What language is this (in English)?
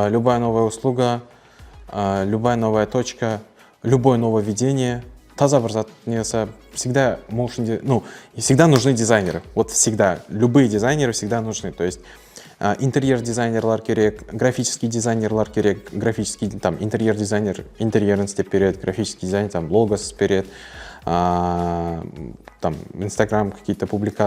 Kara-Kalpak